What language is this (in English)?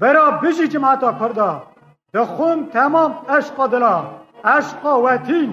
Kurdish